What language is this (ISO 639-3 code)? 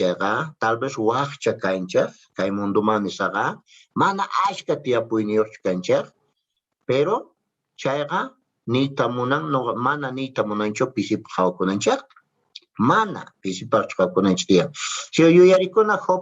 quh